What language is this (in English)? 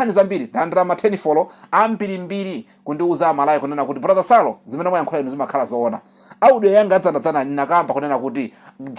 Nyanja